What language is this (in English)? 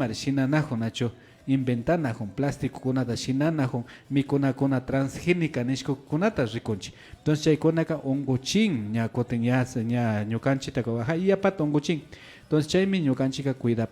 Imbabura Highland Quichua